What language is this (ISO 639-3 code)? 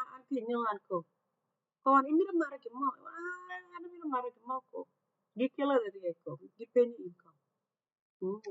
ach